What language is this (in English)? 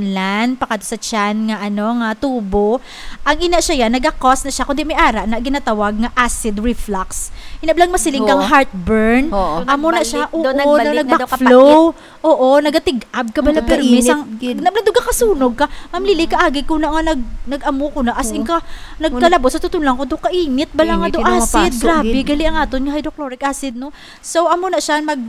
Hiligaynon